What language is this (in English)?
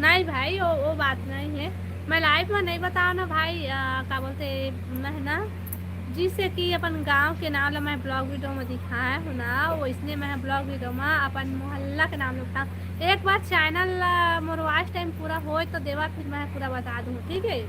Chhattisgarhi